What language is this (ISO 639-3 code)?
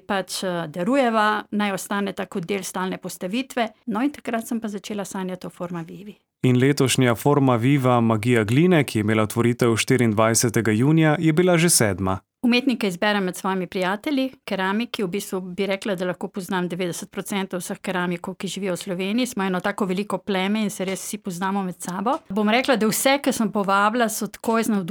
slv